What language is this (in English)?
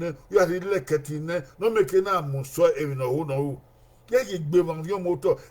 Bini